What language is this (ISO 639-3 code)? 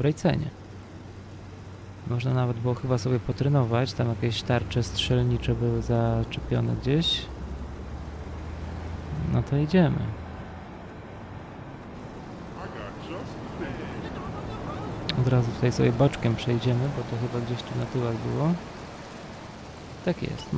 pol